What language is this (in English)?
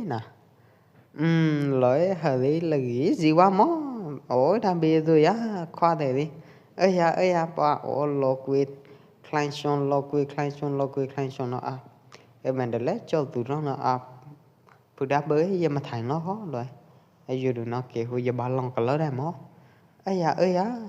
Pwo Eastern Karen